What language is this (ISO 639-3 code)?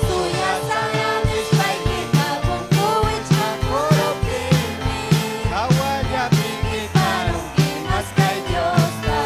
quy